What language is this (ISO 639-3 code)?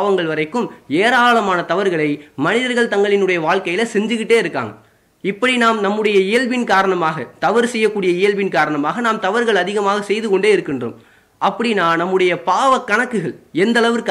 tam